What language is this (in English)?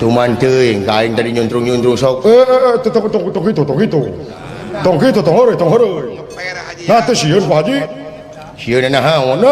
Sundanese